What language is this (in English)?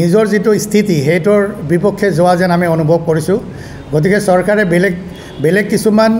Assamese